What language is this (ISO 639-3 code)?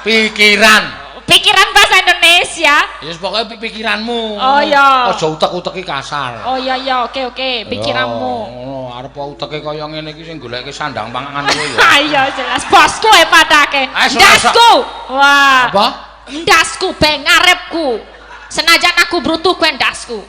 jav